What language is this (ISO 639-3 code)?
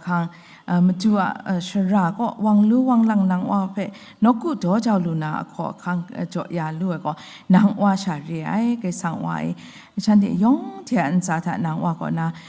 kac